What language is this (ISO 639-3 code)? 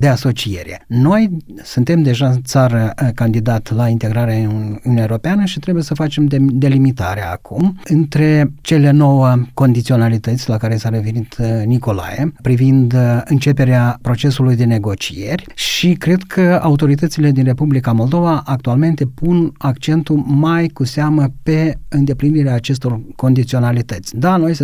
ron